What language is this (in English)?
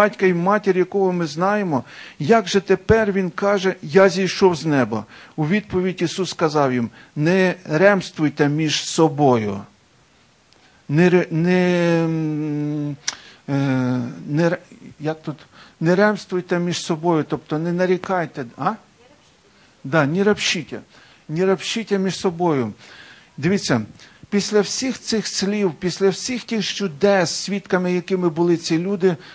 Ukrainian